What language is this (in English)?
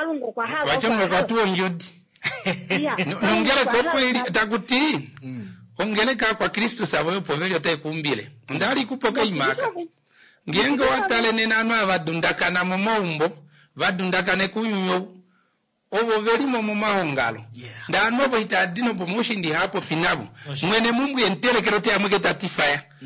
Kuanyama